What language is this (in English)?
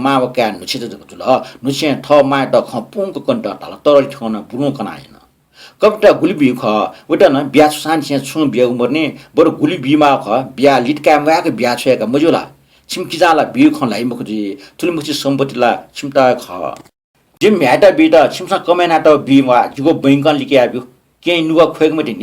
Newari